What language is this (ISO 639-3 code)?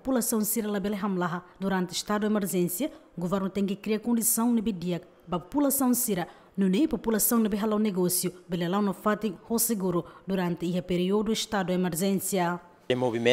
tet